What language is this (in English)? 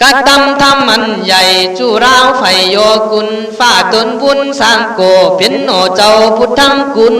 Khün